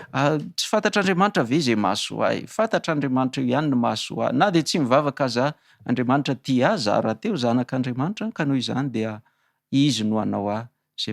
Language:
Malagasy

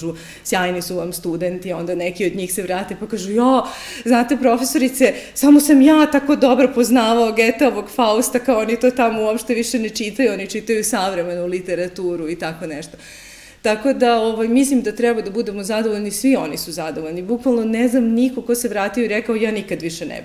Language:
Serbian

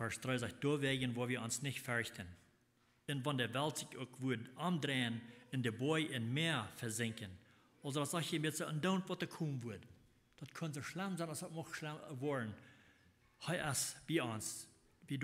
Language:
Plautdietsch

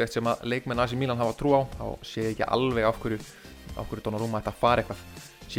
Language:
Icelandic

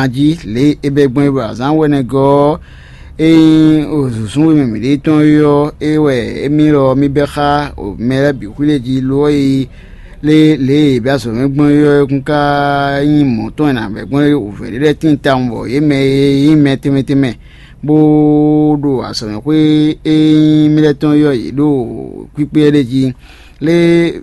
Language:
Fon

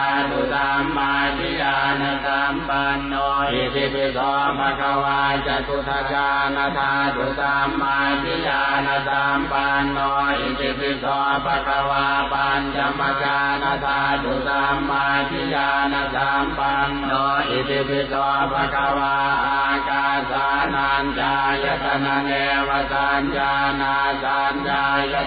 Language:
Pali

